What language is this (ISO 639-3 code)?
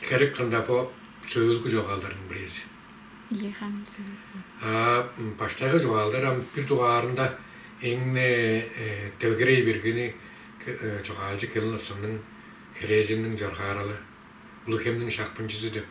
tyv